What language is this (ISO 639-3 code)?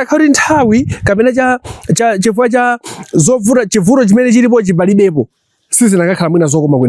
nya